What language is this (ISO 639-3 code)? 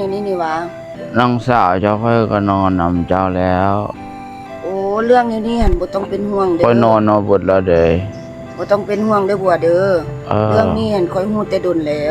tts